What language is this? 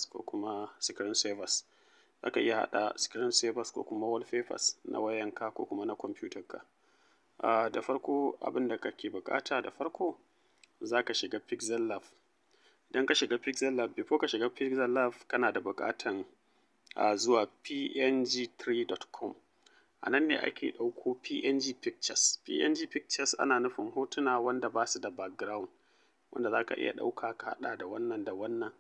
Hausa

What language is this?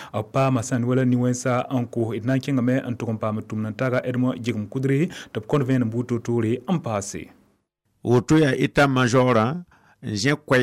Mossi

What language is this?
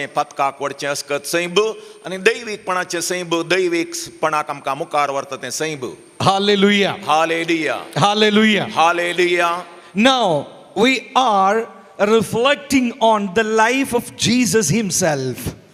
Konkani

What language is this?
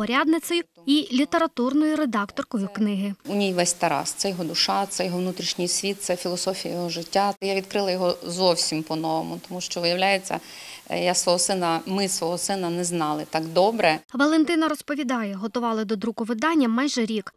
Ukrainian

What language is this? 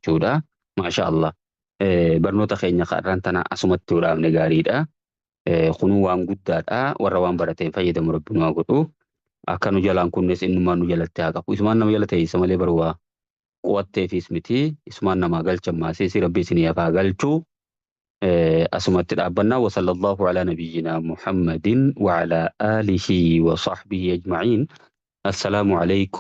Oromo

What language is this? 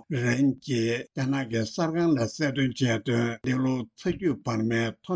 Tibetan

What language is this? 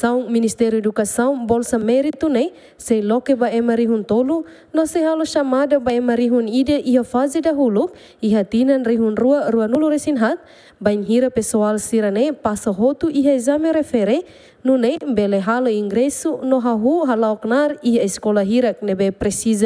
Tetum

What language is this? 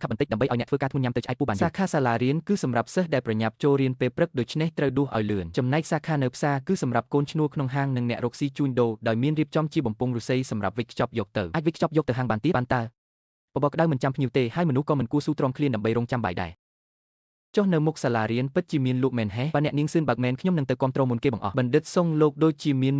Khmer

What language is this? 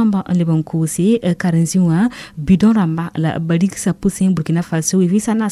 Mossi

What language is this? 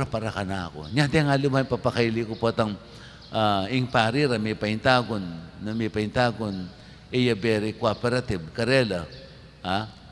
Pampanga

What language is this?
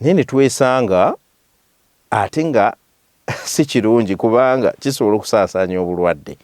Ganda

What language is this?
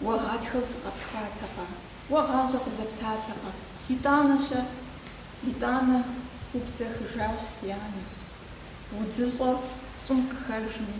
Kabardian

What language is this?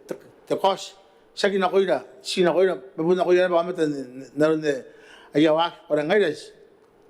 Gilbertese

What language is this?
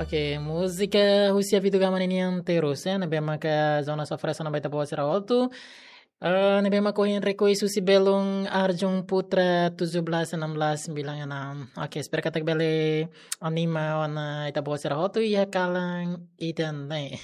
Tetum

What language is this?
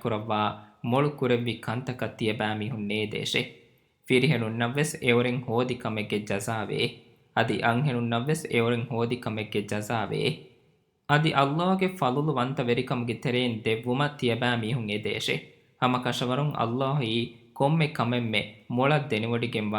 Divehi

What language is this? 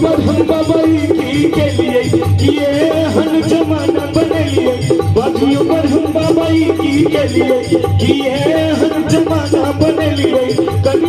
Maithili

